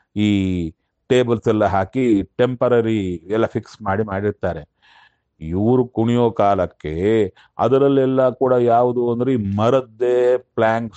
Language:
Kannada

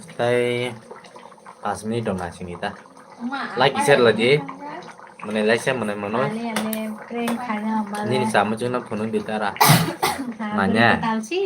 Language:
Kok Borok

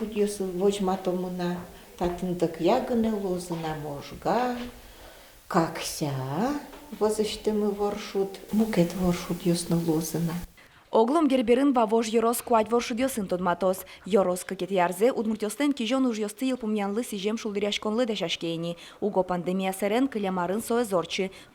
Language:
Udmurt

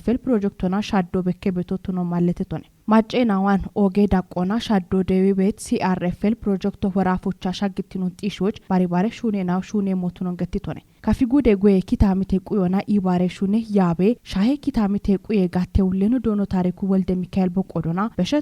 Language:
Kafa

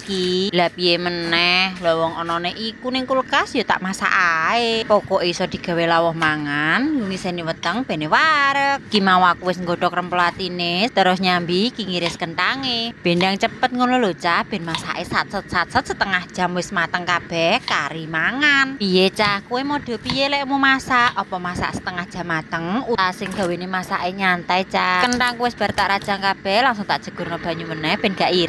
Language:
Javanese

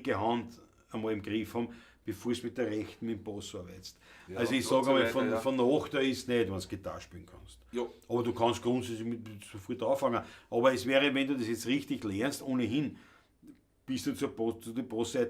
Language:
Bavarian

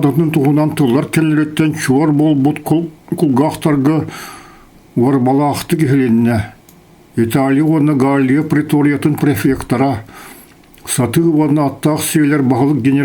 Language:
Yakut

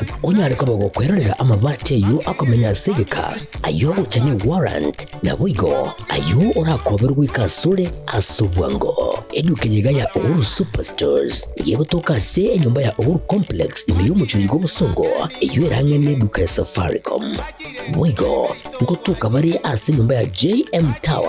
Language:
Gusii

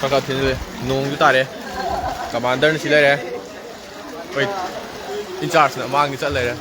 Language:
Manipuri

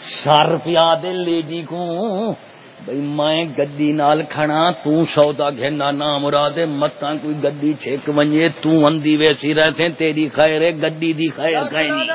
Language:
Saraiki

